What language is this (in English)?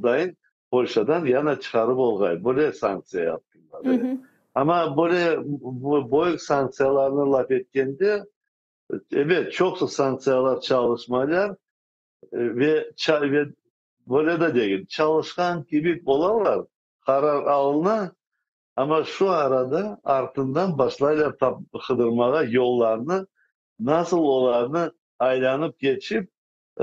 Crimean Tatar